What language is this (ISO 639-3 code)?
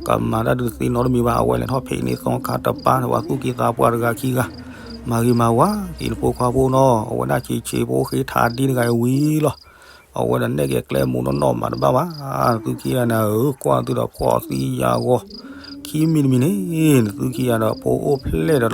ksw